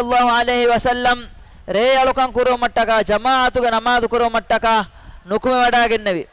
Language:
Divehi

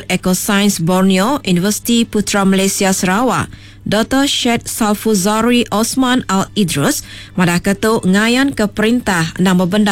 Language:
Iban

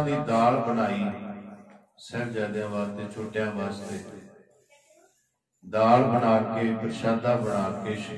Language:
Punjabi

